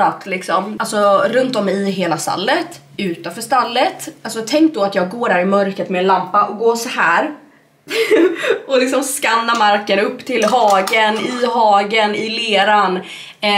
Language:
Swedish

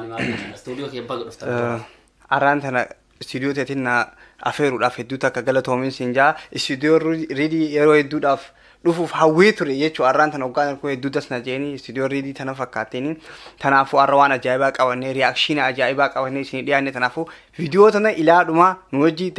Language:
Oromo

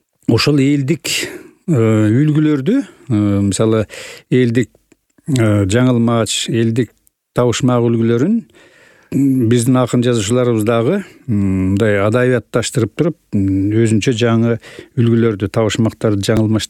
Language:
Kyrgyz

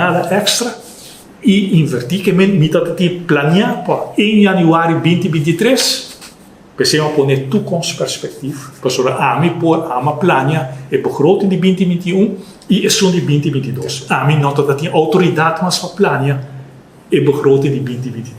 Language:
Papiamento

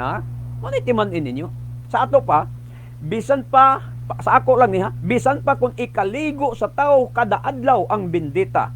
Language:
Cebuano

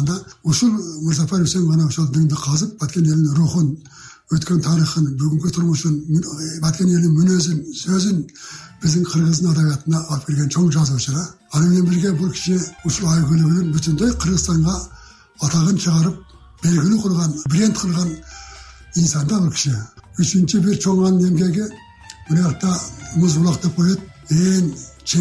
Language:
Kyrgyz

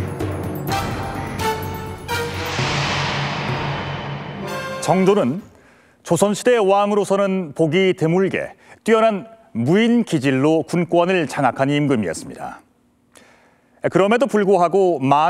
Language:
Korean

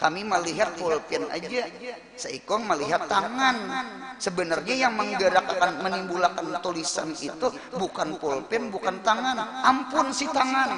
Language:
Banjar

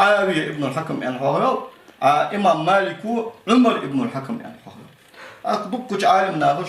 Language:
Ingush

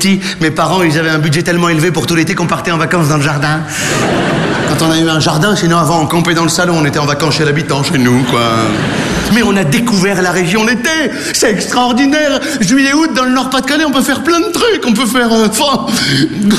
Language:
French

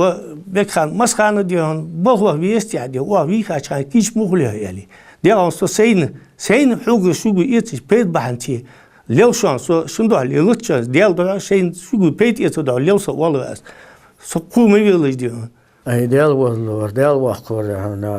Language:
Ingush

